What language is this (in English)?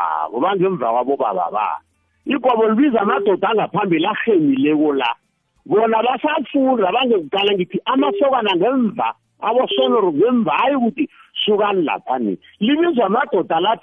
South Ndebele